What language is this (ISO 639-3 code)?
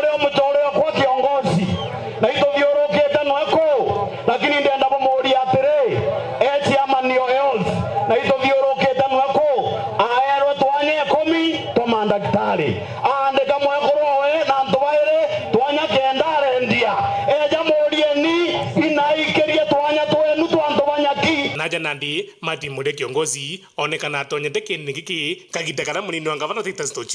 mer